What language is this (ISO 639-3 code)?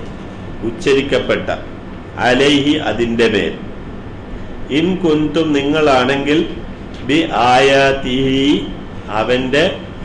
mal